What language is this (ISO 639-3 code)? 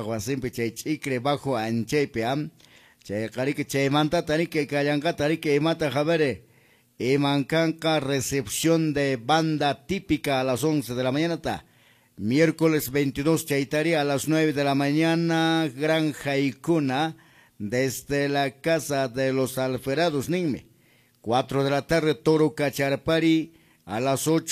que